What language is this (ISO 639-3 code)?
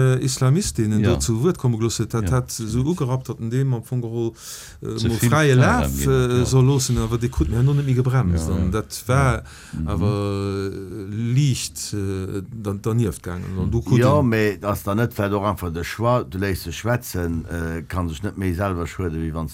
ltz